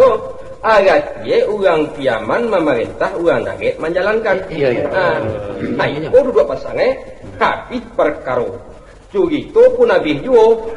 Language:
Minangkabau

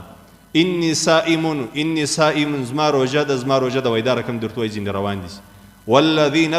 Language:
Pashto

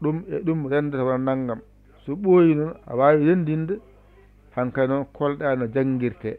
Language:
Fula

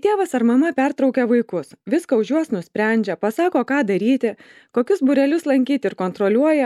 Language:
Lithuanian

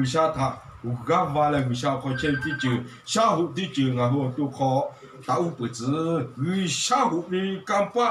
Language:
Lahu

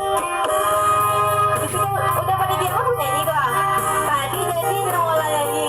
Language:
Minangkabau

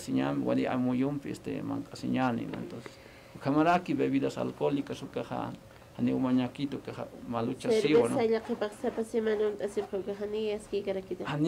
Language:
Aymara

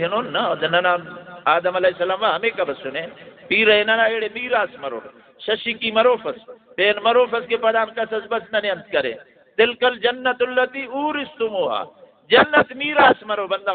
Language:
Brahui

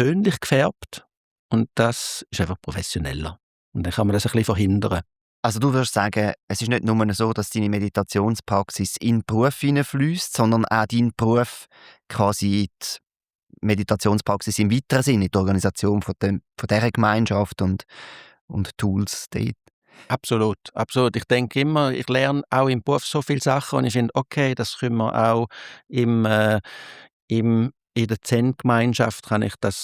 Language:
Swiss German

